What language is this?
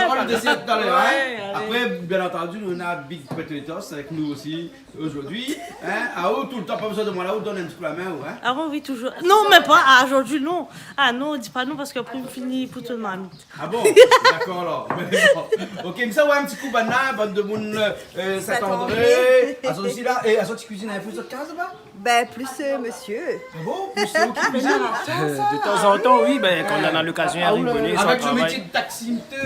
Réunion Creole French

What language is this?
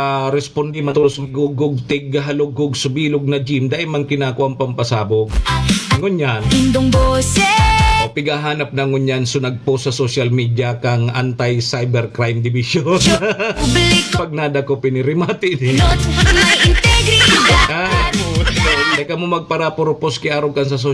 Bikol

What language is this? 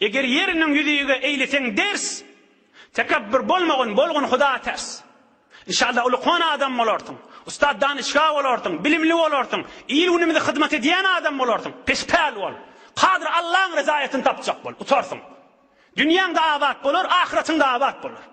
Turkmen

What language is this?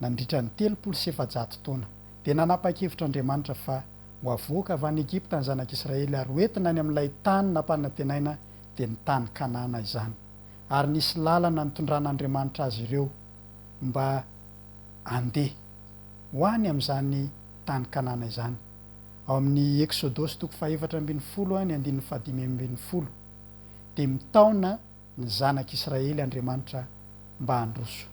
Malagasy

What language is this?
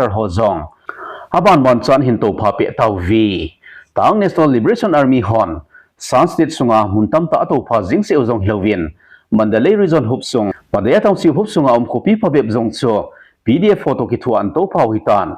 Thado Chin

